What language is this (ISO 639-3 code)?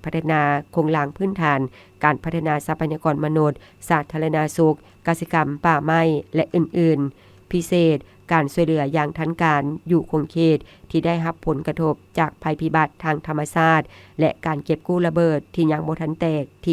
lao